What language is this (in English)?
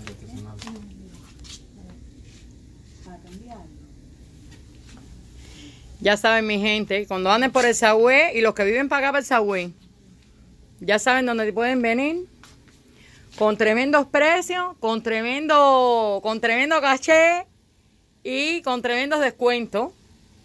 Spanish